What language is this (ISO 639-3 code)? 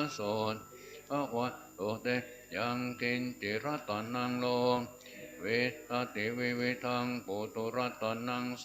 pli